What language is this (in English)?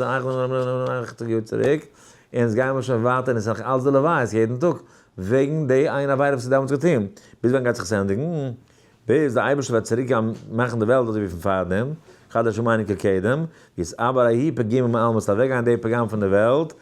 Yiddish